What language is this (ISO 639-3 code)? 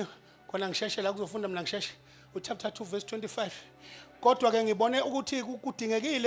zul